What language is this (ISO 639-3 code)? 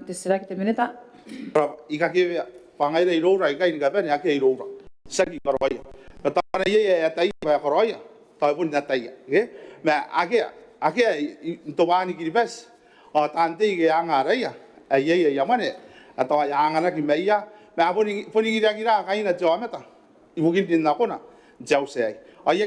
gil